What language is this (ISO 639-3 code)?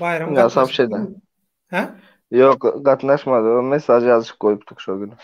tuk